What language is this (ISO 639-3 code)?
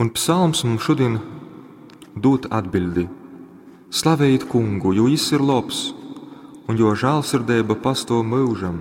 ltg